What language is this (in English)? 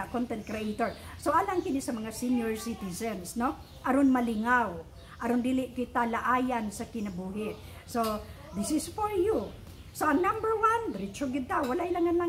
Cebuano